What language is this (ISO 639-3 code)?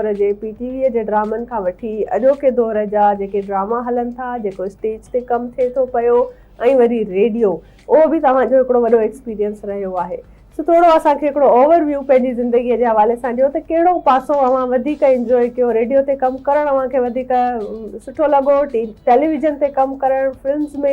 snd